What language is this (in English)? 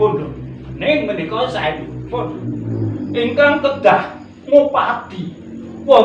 Javanese